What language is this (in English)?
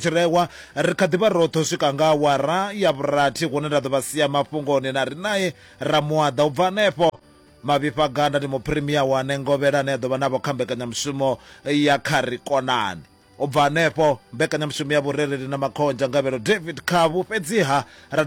Venda